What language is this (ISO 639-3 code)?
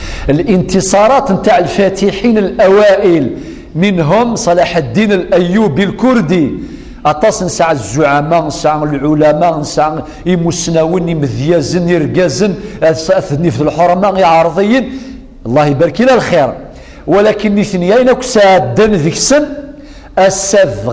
kab